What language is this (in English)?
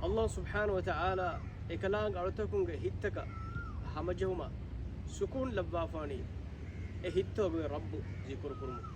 Divehi